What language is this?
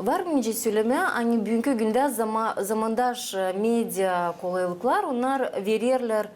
Gagauz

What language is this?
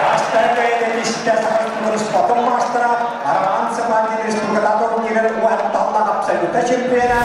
Yakut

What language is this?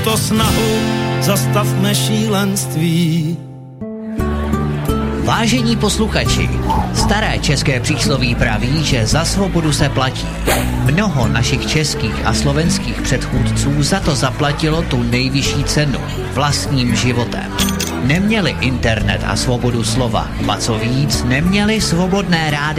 Czech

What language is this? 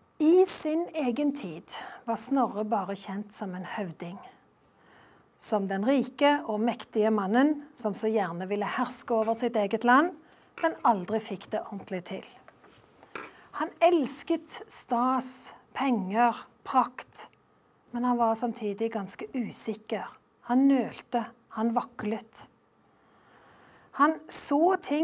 Norwegian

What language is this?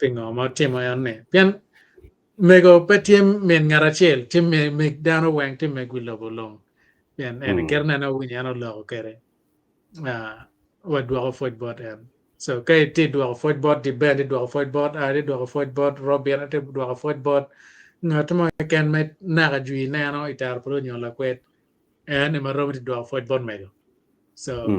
Acoli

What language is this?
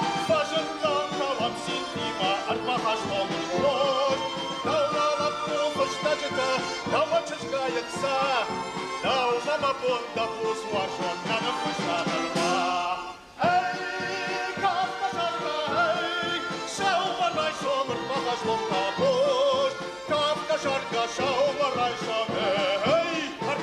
Ossetic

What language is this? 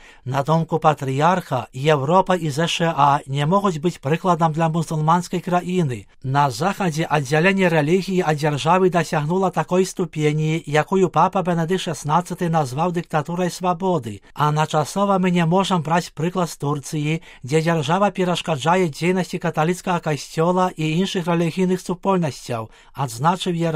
Belarusian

